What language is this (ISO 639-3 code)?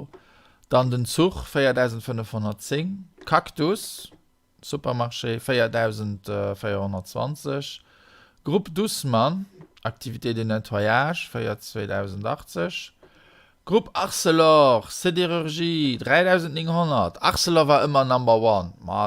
ltz